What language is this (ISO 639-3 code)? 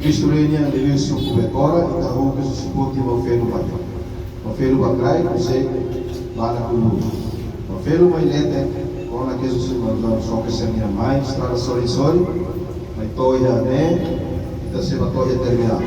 tet